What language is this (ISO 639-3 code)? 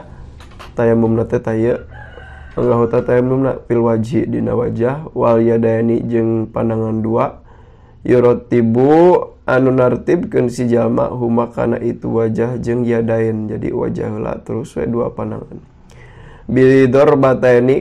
sun